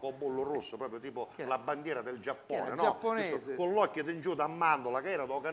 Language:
Sicilian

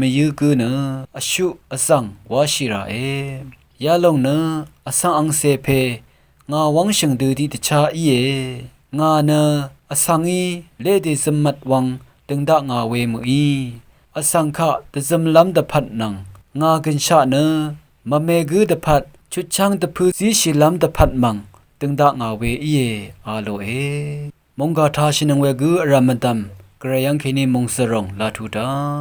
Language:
Rawang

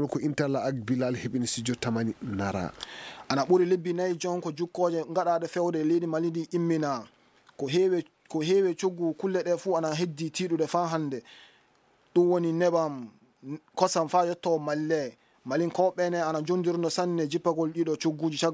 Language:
Fula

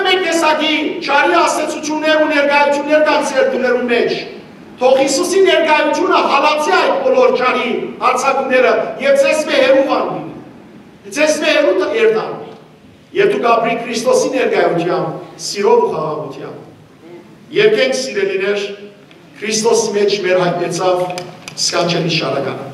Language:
Western Armenian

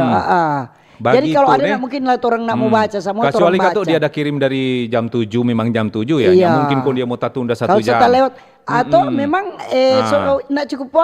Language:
Manado Malay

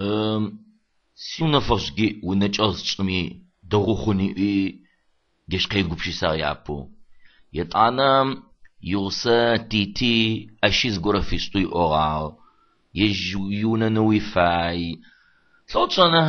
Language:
Adyghe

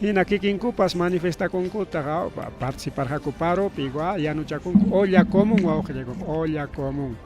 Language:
Ayacucho Quechua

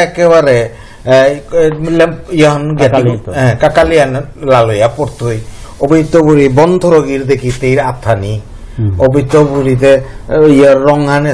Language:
Bishnupriya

